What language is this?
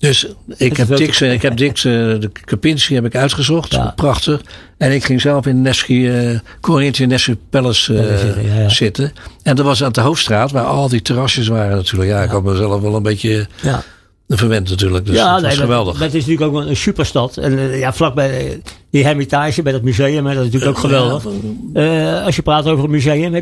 Dutch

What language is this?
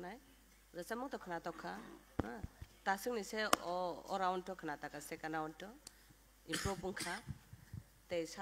Kok Borok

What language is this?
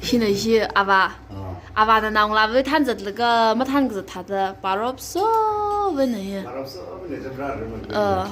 Tangkhul Naga (India)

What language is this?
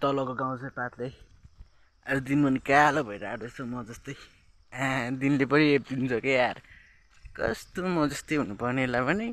Nepali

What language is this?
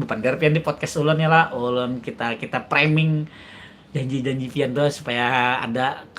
Banjar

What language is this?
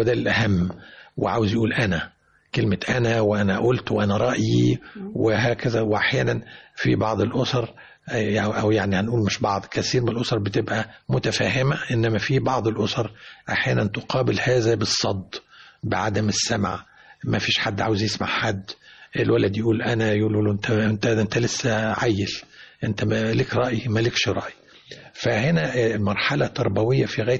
Egyptian Arabic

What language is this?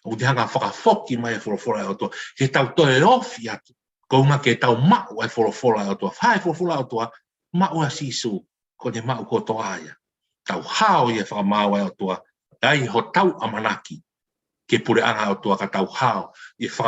Tongan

